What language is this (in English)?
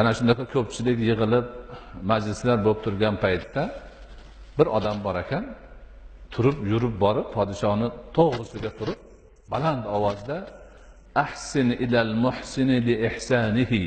Uzbek